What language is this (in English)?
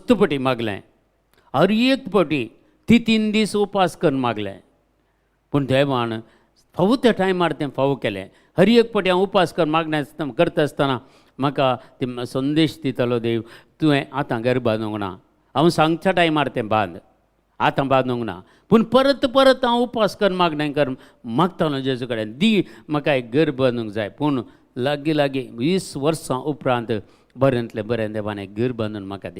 Konkani